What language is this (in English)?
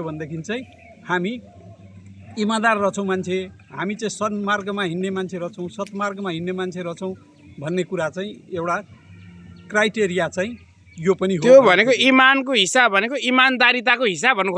Nepali